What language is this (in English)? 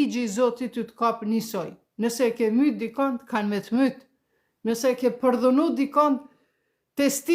Albanian